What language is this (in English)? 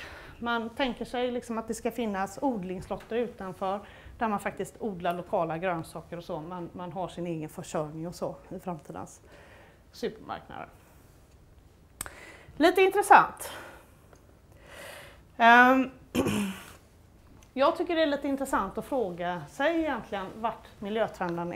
Swedish